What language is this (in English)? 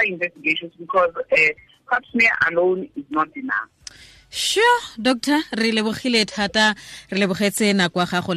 Tswana